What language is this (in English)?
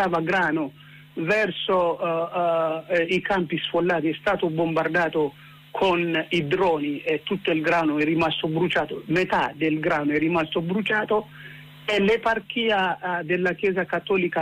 Italian